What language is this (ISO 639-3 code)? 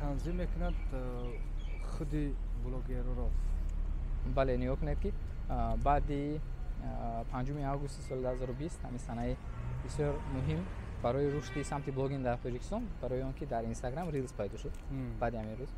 tgk